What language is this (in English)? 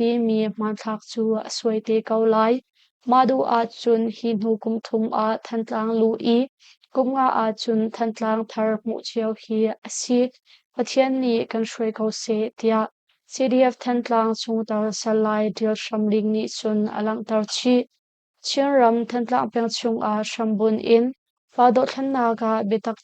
Hakha Chin